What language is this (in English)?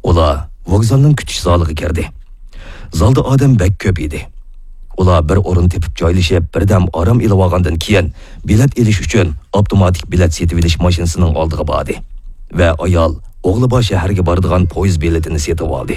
Uyghur